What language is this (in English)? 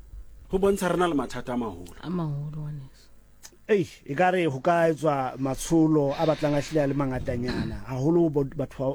Southern Sotho